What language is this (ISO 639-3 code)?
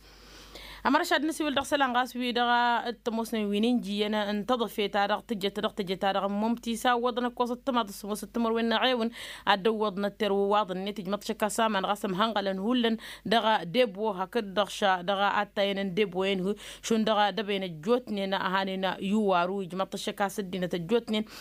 taq